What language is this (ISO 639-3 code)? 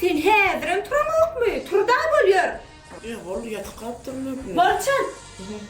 tuk